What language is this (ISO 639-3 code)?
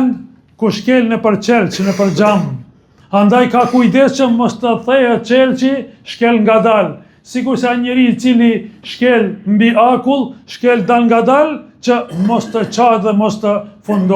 sqi